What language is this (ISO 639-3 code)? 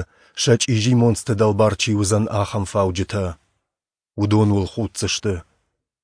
oss